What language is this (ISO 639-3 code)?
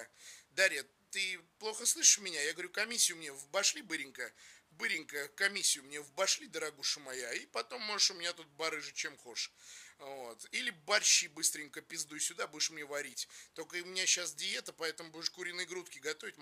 rus